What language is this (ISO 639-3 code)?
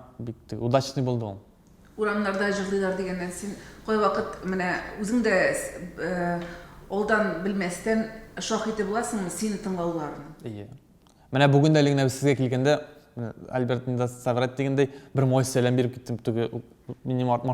tat